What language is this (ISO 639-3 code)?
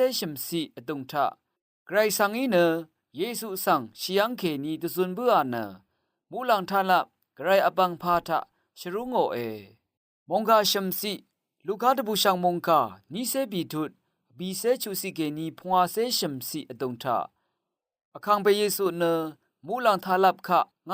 raw